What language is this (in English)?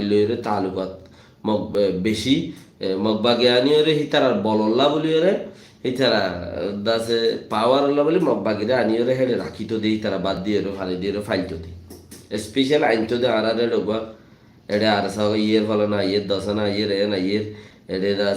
Rohingya